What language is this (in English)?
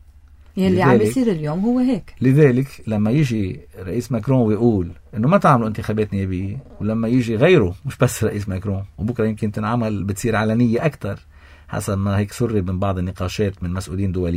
North Levantine Arabic